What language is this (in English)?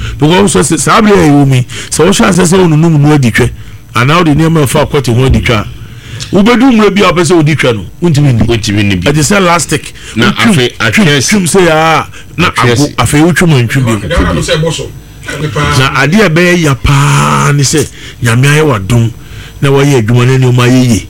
Akan